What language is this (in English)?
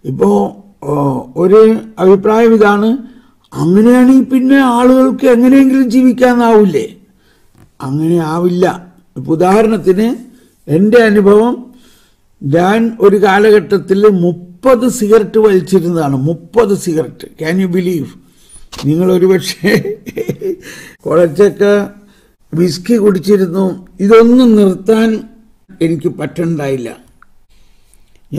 Malayalam